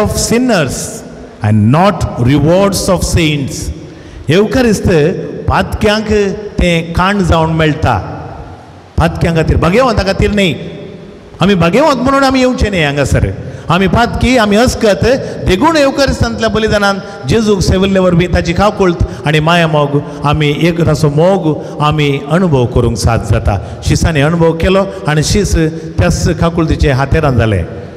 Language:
Konkani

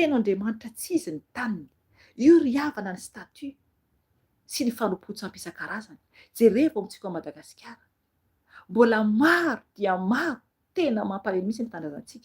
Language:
Malagasy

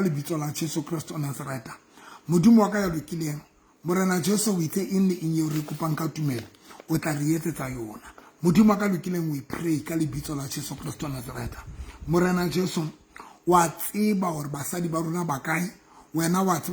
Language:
Southern Sotho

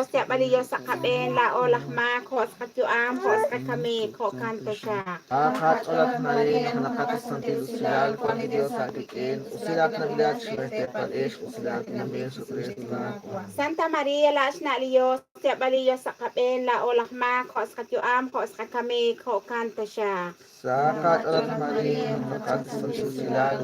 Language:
Kekchí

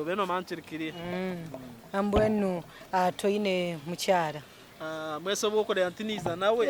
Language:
Nyankole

